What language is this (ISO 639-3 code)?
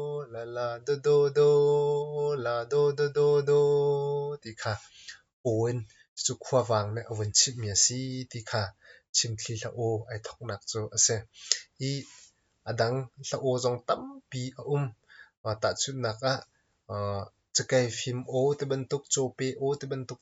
cnh